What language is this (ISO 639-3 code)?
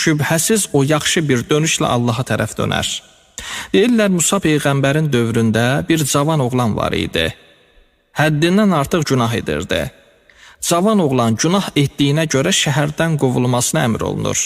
aze